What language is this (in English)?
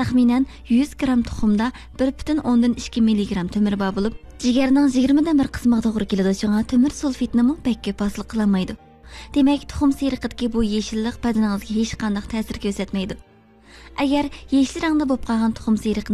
Uyghur